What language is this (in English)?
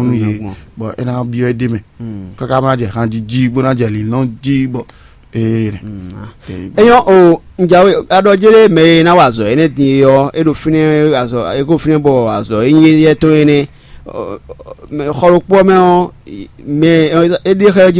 Fon